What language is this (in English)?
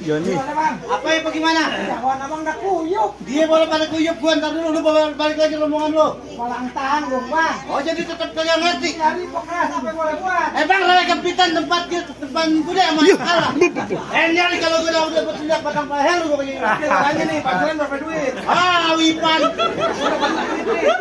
Betawi